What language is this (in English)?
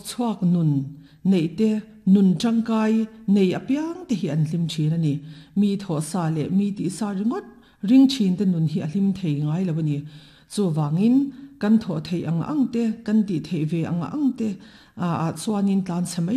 Mizo